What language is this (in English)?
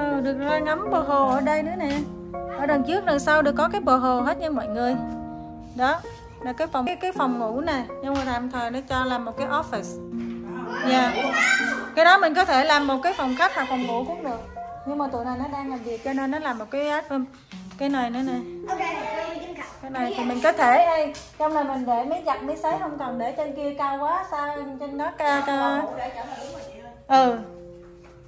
Vietnamese